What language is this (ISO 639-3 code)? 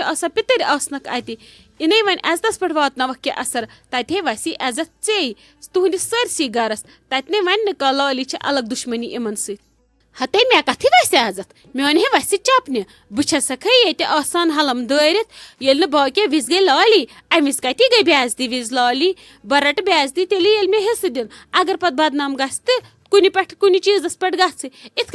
kas